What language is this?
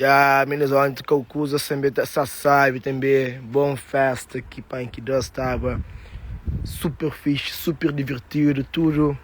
Kabuverdianu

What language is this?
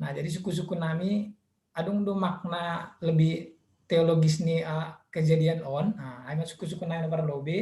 Batak Simalungun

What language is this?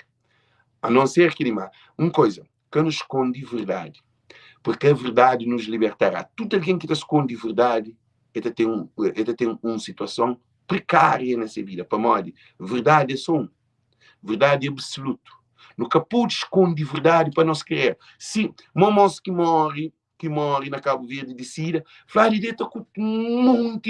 Kabuverdianu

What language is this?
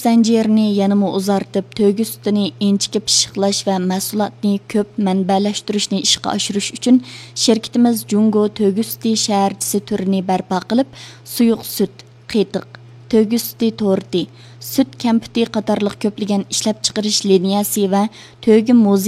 Uyghur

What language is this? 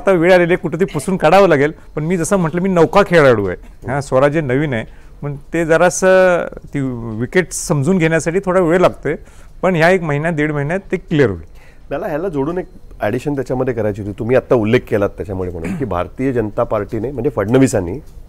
Marathi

